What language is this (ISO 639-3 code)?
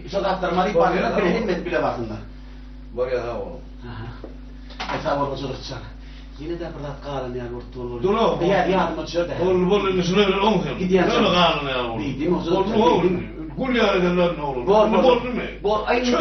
tuk